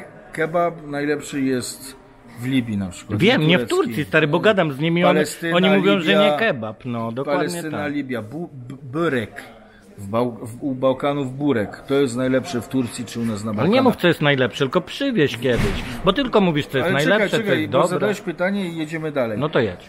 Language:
Polish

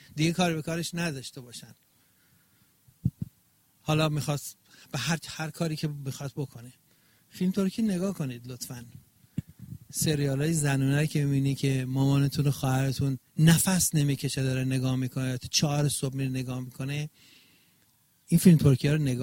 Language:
Persian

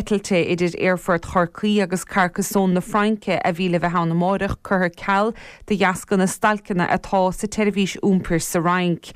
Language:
Irish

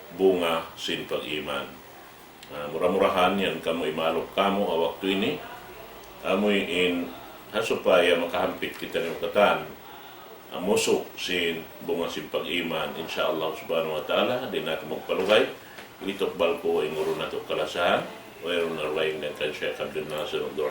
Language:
Tausug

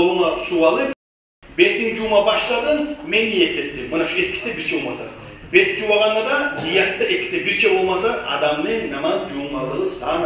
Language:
Kumyk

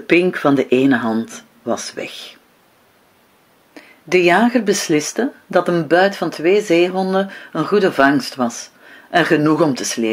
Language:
Dutch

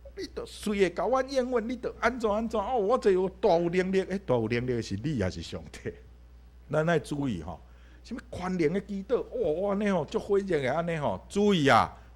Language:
Min Nan Chinese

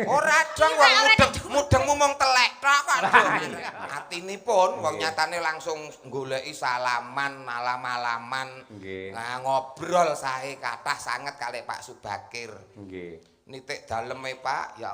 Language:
Javanese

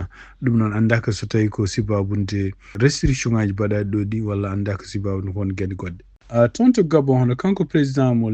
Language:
Fula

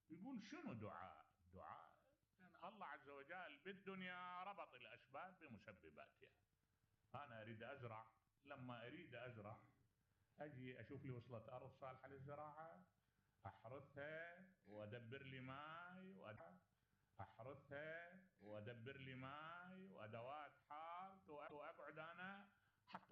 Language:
Mesopotamian Arabic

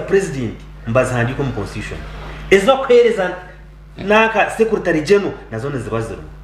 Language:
Nyankole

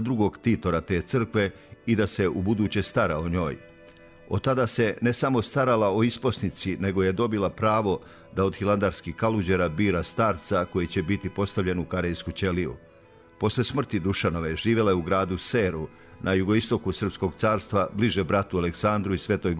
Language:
Serbian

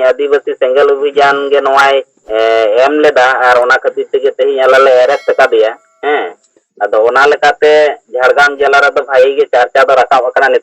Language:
Santali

